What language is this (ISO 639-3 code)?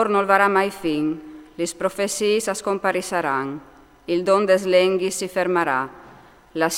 fur